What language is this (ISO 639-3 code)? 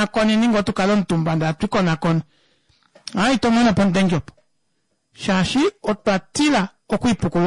kua